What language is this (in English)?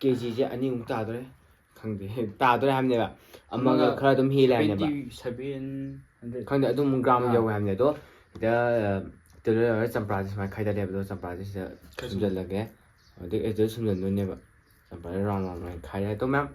Manipuri